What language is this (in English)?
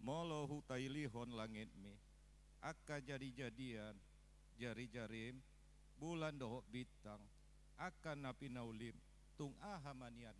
Batak Toba